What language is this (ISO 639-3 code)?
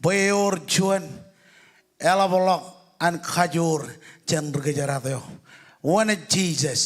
mah